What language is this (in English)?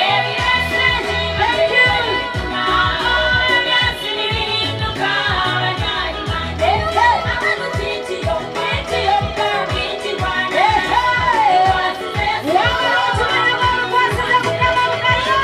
Nyankole